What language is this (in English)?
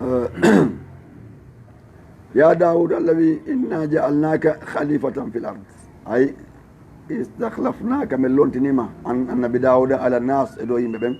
Fula